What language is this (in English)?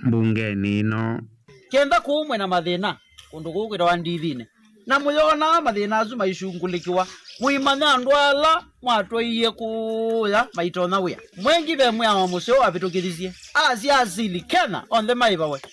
Kamba